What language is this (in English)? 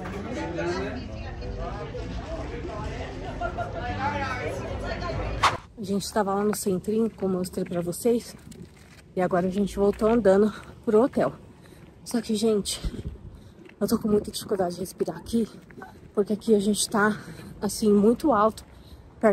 Portuguese